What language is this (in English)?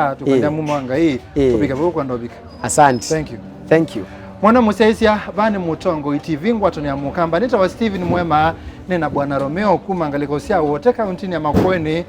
Kamba